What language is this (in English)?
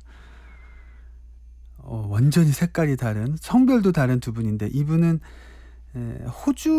Korean